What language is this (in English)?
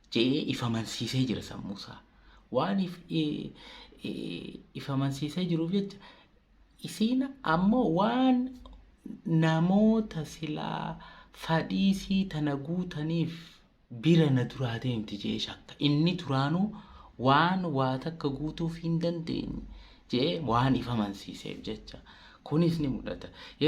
Oromo